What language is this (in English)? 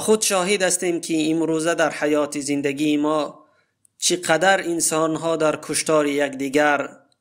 Tajik